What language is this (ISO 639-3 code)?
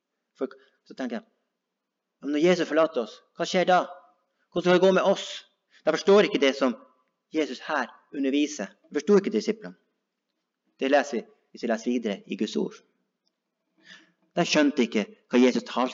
nor